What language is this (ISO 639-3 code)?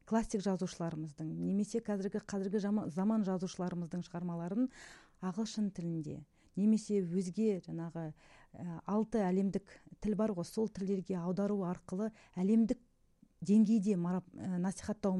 kaz